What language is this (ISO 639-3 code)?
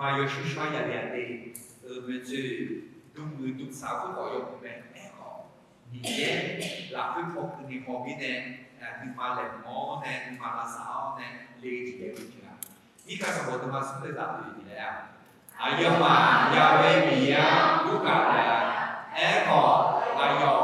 ahk